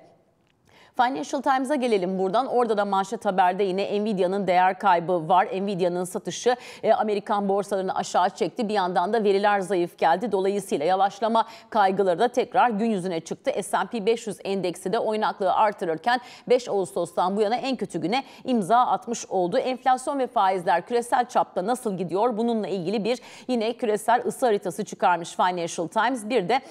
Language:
Turkish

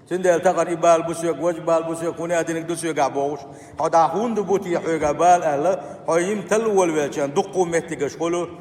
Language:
Chechen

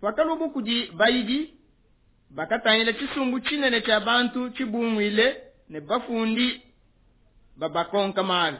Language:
Luba-Lulua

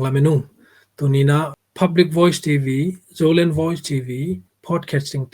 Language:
Tedim Chin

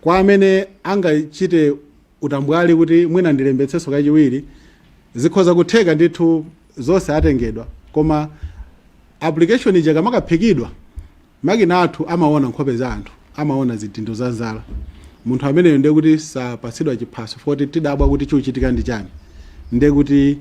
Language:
Nyanja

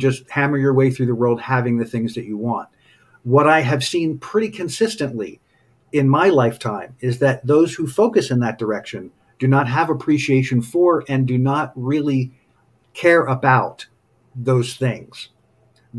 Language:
English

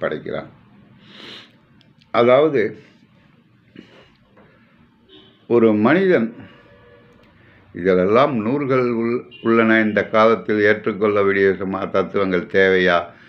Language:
Tamil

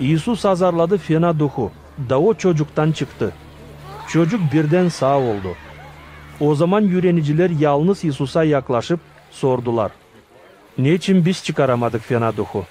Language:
Gagauz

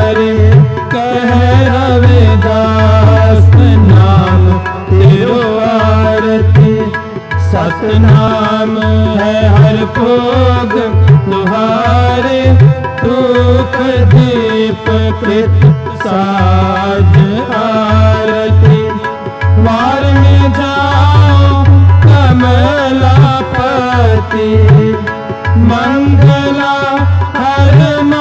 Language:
Hindi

